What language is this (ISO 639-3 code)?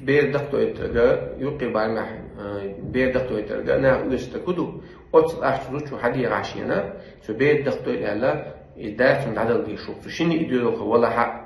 che